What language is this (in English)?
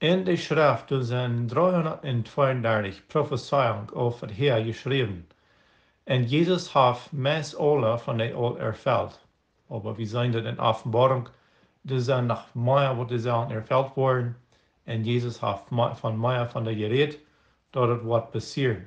Plautdietsch